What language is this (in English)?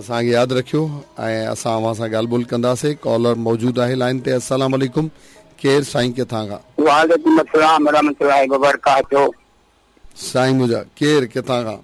Sindhi